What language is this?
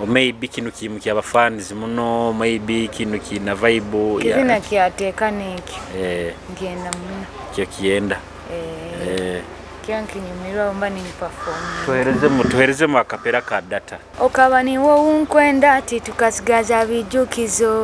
Nyoro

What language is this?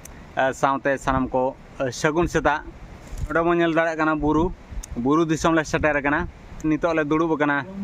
Santali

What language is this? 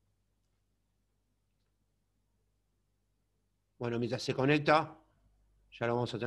Spanish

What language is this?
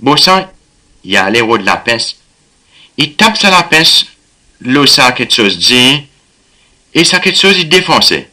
Seselwa Creole French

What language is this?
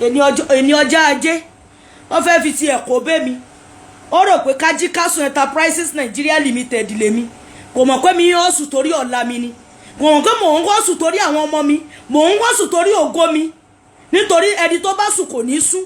Yoruba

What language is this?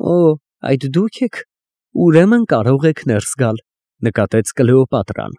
Armenian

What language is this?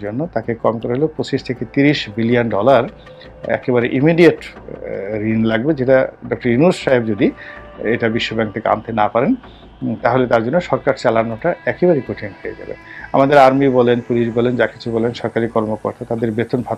Bangla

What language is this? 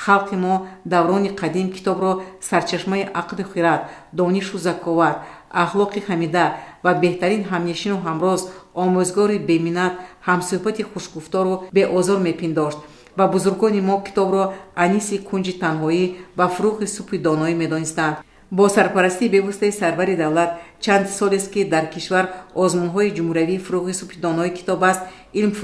Tajik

